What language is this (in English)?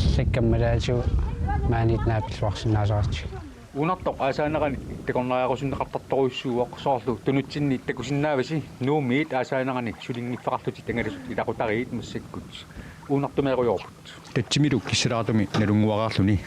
Kalaallisut